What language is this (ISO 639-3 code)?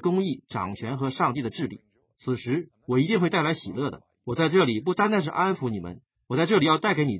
zho